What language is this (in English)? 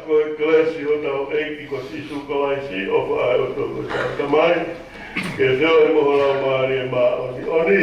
Tongan